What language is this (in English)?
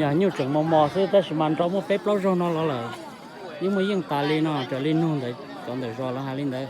Hmong